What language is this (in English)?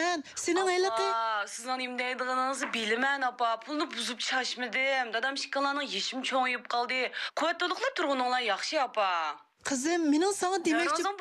Uyghur